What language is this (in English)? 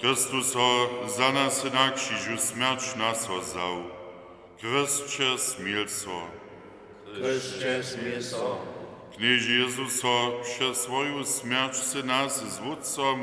Upper Sorbian